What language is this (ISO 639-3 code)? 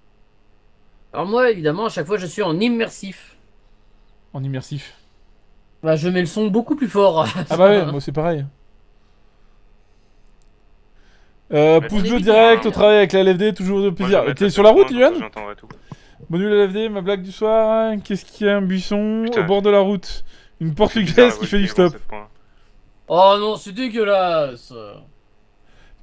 fra